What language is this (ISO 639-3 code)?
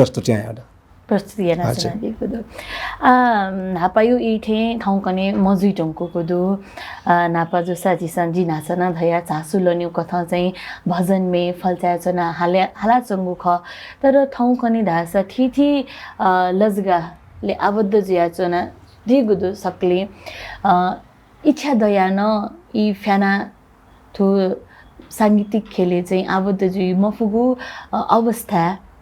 new